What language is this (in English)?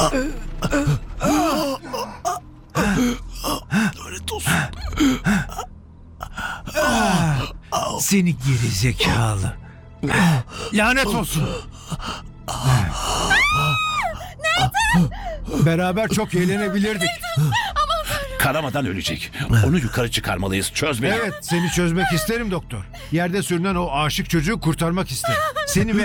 Turkish